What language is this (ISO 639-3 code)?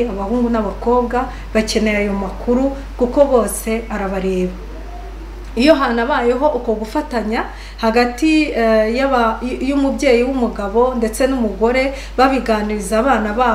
kin